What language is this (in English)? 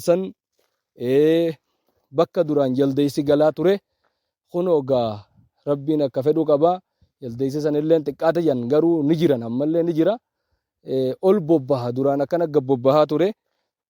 Oromo